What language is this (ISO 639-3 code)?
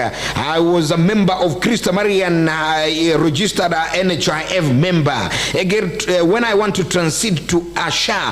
guz